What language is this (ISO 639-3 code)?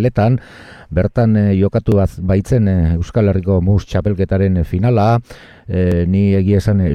eus